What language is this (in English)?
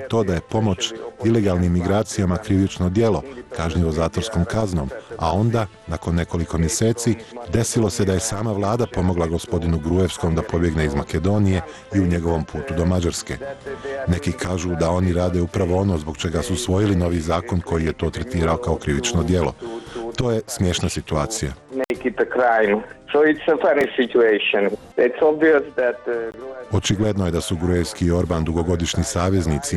Serbian